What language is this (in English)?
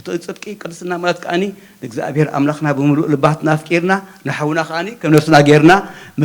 Tigrinya